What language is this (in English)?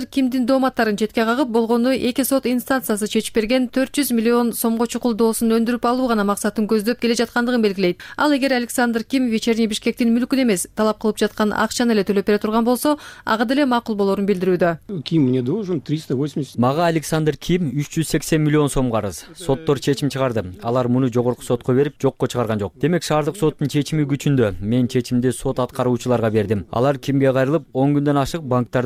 Kyrgyz